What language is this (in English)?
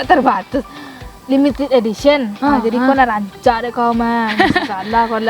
Minangkabau